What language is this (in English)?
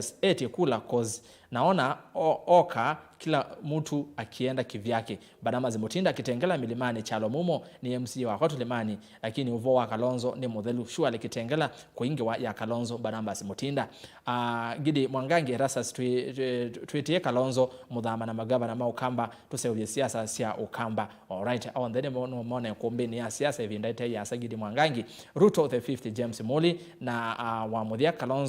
Kamba